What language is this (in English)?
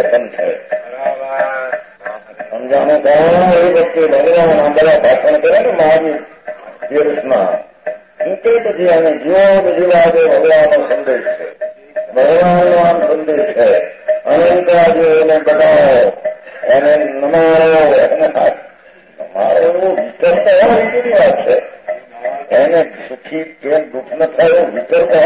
Gujarati